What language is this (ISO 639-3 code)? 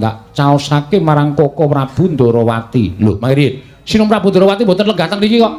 jav